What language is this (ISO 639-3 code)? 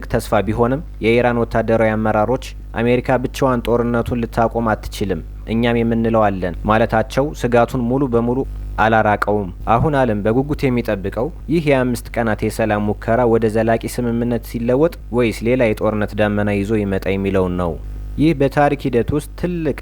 amh